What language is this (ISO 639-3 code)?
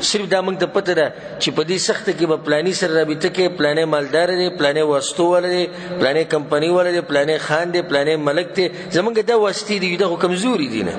pus